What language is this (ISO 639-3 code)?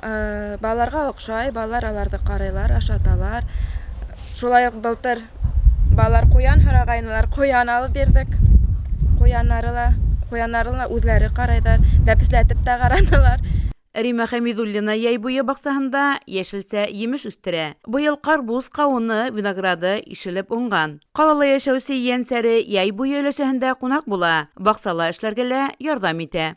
bak